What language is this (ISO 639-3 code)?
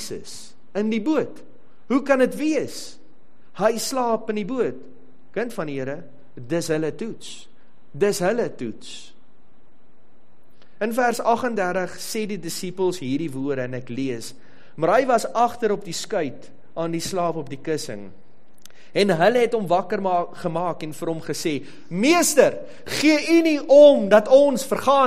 afr